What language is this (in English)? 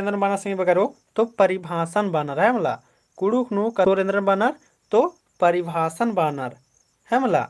Kurukh